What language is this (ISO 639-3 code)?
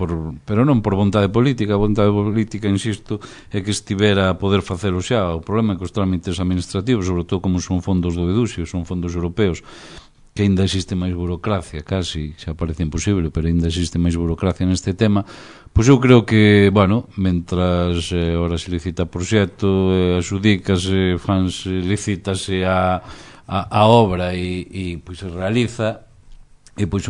glg